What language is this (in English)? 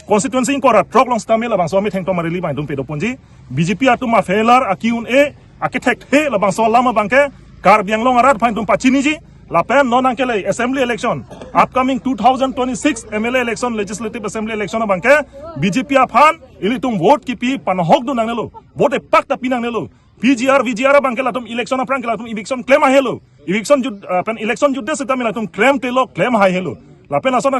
Karbi